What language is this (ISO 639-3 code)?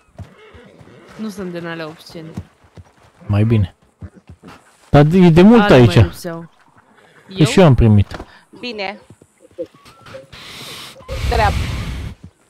ron